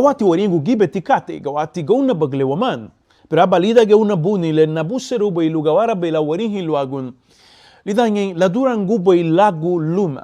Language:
Garifuna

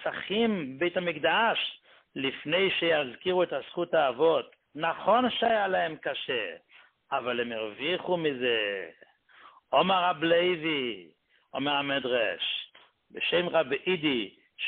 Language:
Hebrew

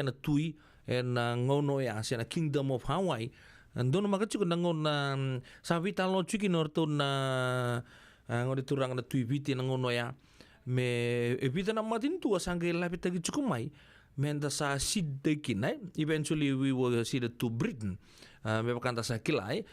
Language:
Fijian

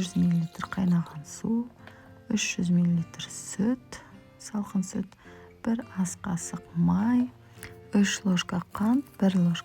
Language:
Kazakh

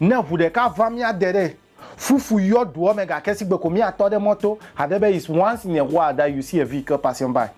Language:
Ewe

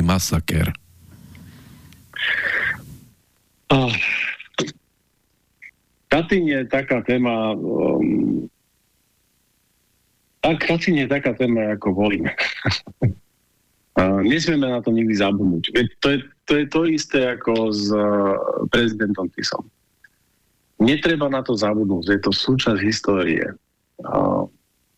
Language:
Slovak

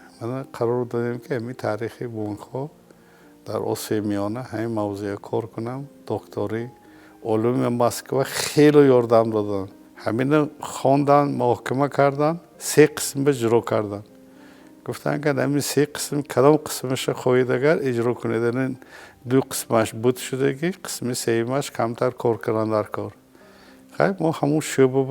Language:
Tajik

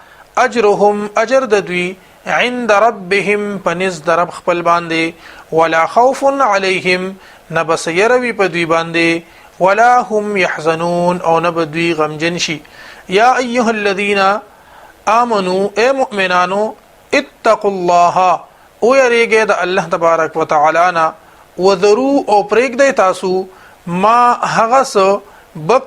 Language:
Pashto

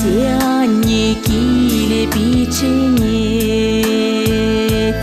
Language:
Chuvash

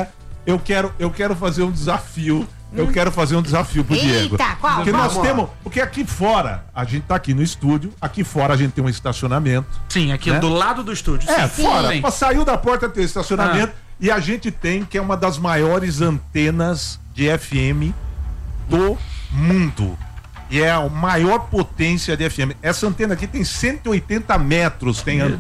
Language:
Portuguese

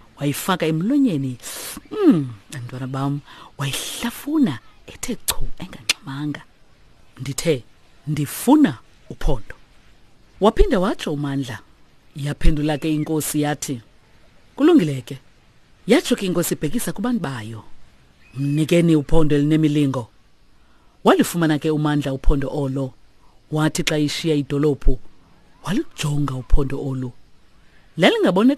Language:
Xhosa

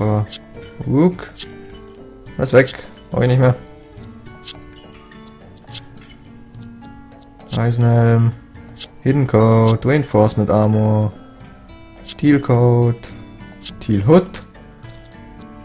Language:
German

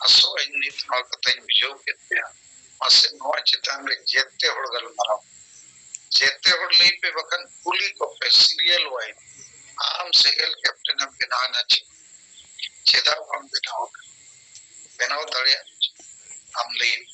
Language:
Santali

